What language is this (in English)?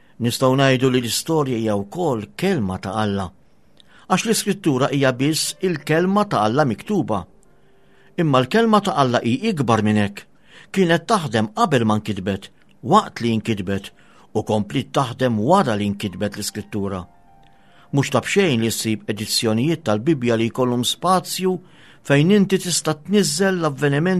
Maltese